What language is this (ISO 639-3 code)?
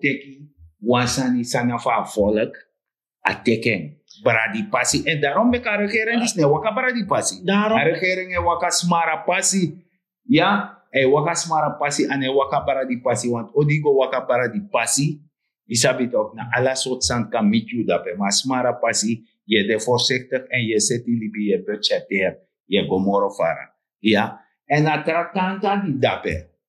srn